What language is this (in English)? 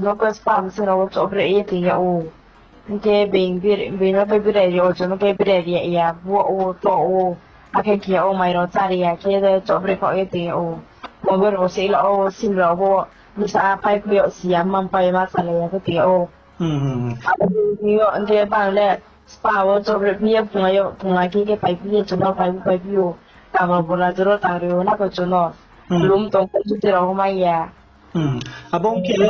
Riang (India)